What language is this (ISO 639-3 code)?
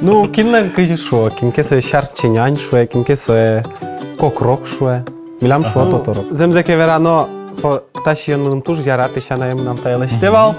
udm